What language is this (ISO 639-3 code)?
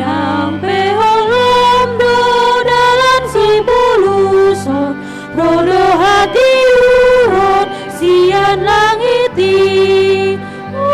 bbc